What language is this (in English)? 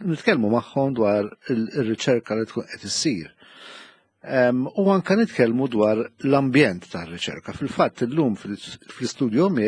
Maltese